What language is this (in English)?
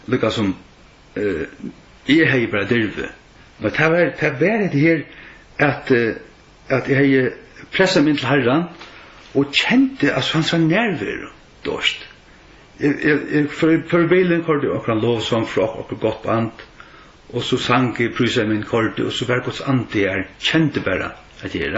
Faroese